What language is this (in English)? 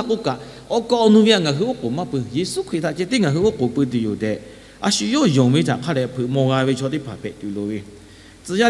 Lahu